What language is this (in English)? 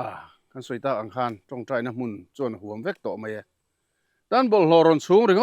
Mizo